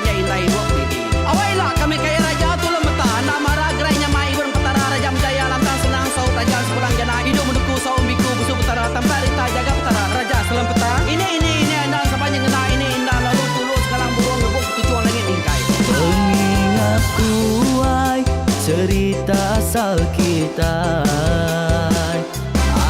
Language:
Iban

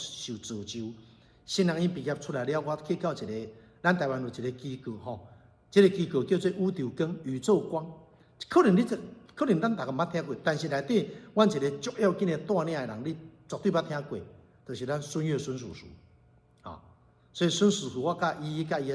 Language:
Min Nan Chinese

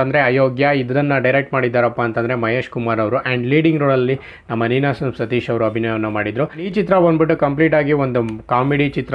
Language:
Kannada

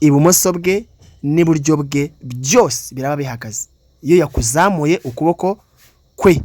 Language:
Kinyarwanda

